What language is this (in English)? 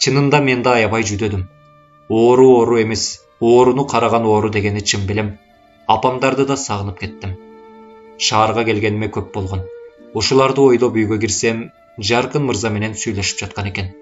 Kyrgyz